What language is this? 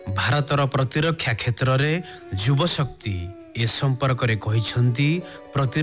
Odia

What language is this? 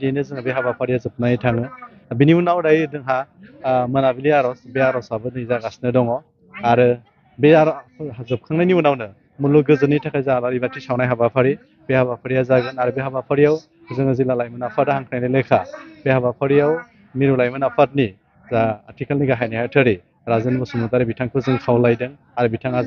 Bodo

